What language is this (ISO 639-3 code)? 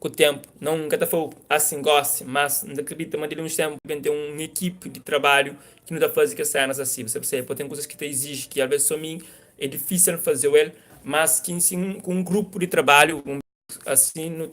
kea